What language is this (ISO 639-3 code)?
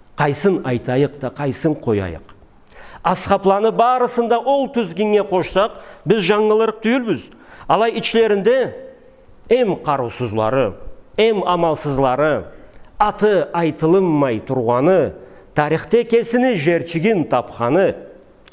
krc